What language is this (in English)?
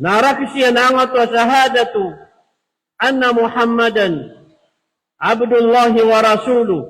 Maranao